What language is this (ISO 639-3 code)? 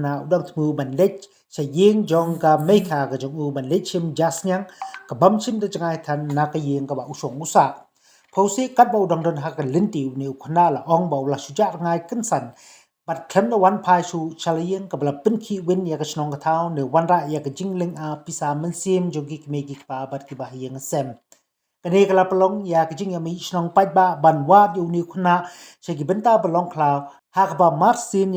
kha